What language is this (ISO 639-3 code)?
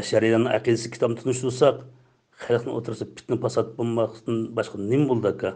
uig